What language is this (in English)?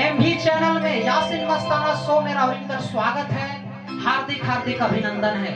Sadri